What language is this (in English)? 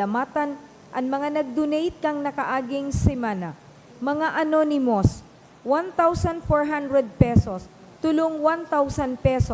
Bikol